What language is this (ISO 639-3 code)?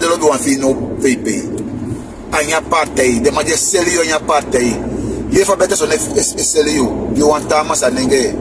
srn